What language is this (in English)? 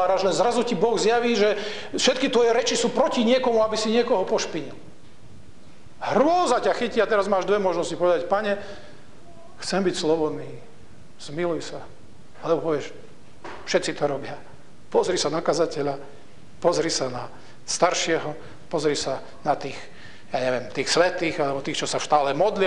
Slovak